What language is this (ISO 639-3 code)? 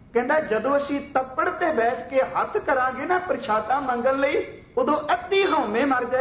pan